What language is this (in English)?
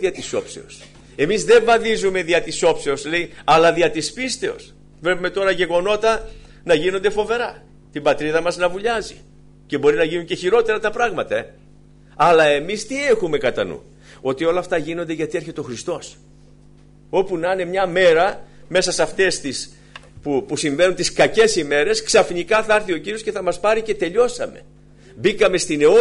Greek